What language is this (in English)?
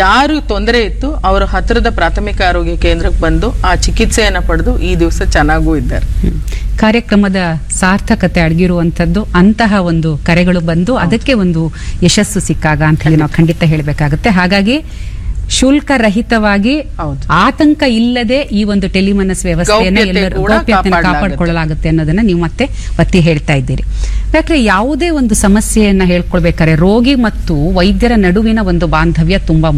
Kannada